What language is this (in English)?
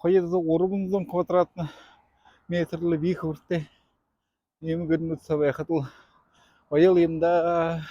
Buriat